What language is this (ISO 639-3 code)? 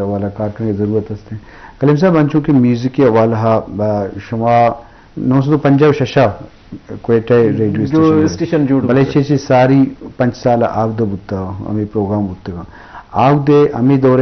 bgp